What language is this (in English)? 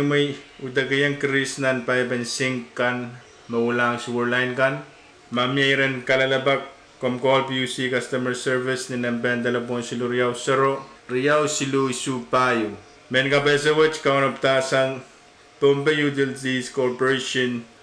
Pohnpeian